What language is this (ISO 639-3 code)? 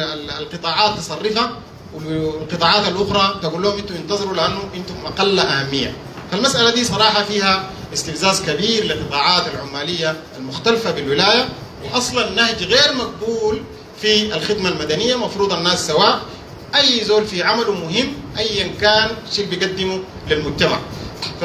apd